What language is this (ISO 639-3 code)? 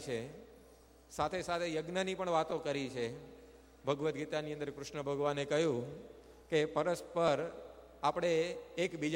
guj